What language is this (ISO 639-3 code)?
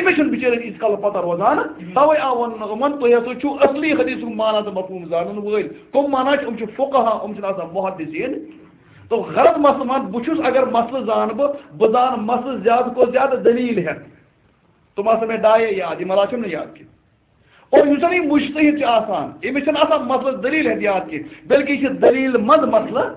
kas